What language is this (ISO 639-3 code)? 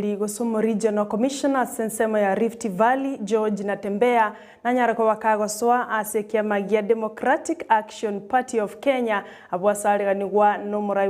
guz